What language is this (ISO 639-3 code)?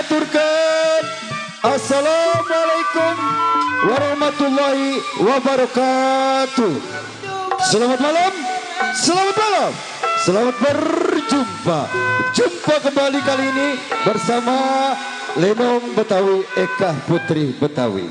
bew